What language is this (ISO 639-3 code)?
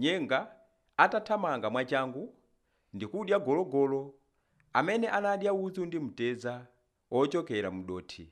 nya